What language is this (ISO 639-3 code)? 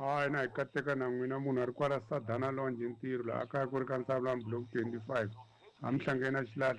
tso